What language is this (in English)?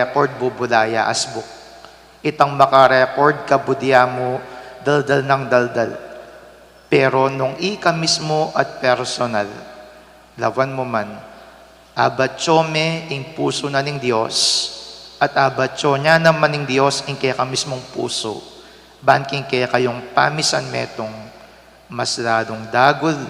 Pampanga